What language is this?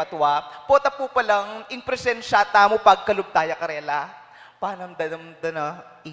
Pampanga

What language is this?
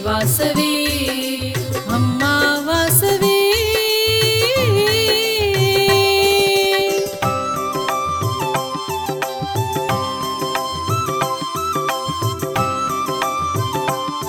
Telugu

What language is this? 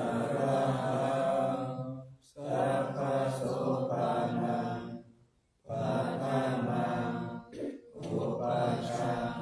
Pali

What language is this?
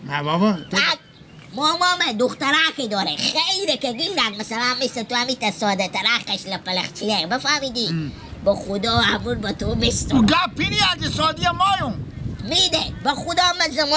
Persian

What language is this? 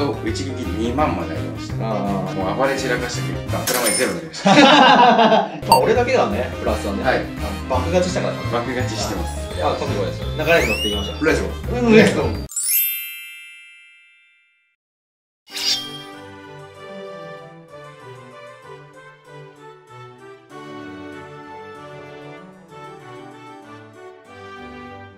Japanese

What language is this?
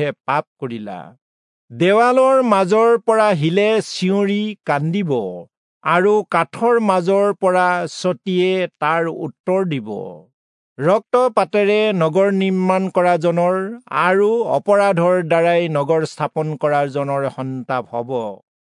Assamese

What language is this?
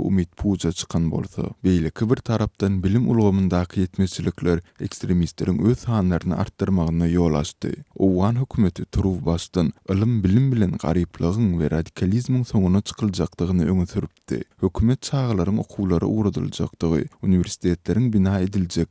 Turkmen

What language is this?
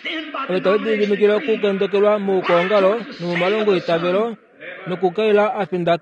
Kuanyama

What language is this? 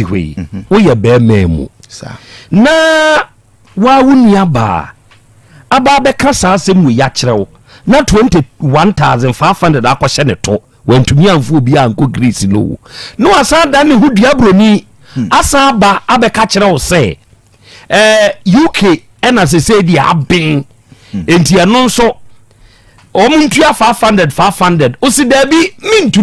Akan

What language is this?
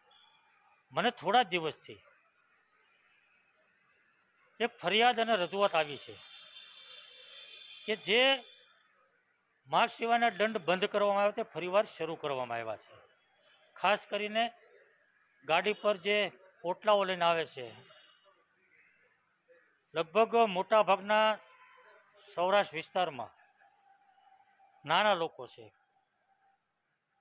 Gujarati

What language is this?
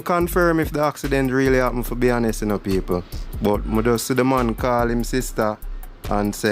Jamaican Creole English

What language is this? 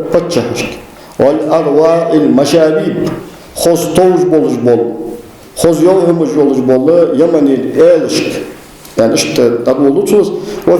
Ingush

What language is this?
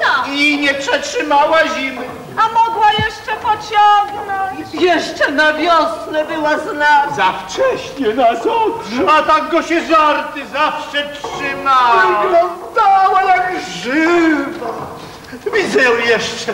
Polish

